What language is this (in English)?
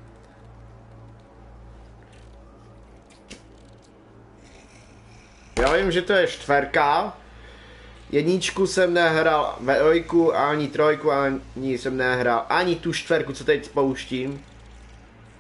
Czech